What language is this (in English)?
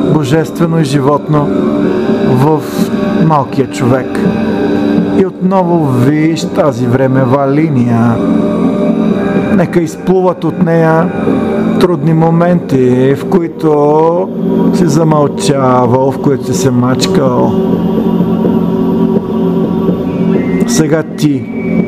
Bulgarian